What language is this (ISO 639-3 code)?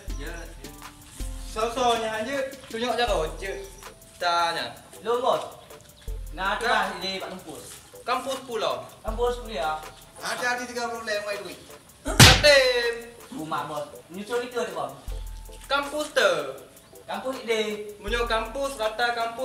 ace